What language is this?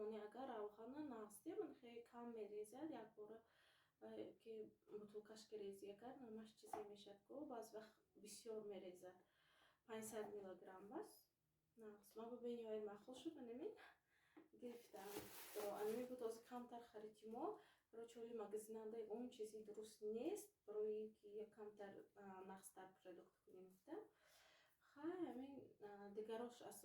Tajik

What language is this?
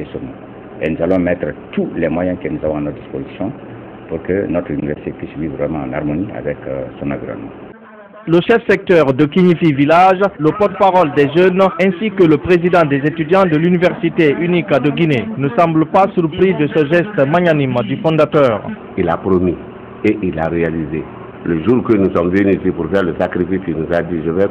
French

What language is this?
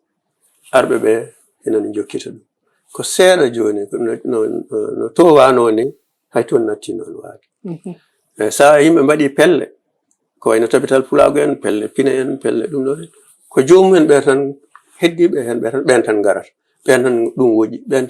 Fula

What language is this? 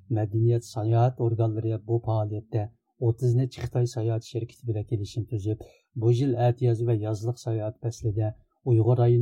Uyghur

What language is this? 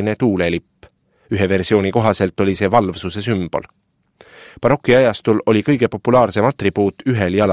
Estonian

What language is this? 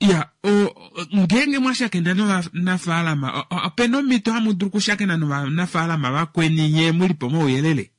Kuanyama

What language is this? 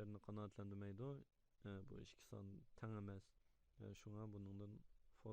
Uyghur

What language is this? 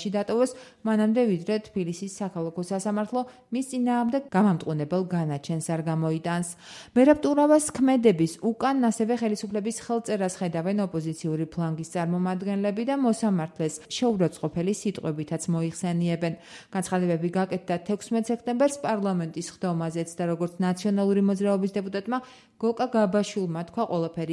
Georgian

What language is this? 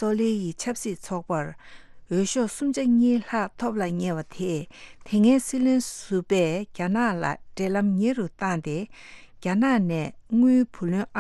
Tibetan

